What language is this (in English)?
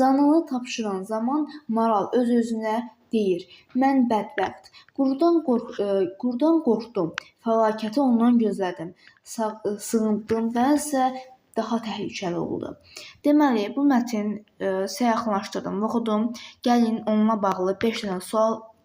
Azerbaijani